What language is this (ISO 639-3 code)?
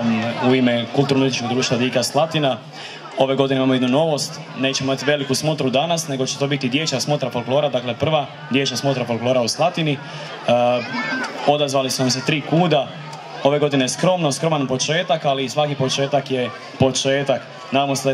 hrv